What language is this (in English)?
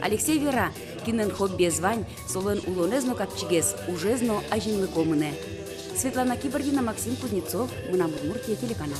Udmurt